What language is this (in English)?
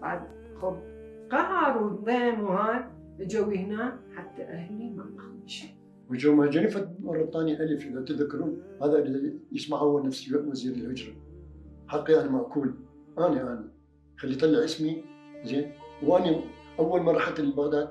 Mesopotamian Arabic